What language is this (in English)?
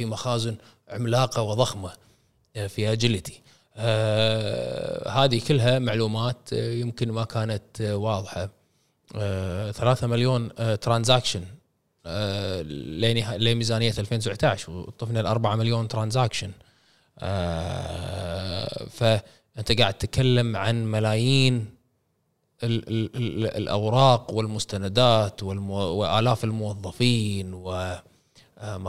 Gulf Arabic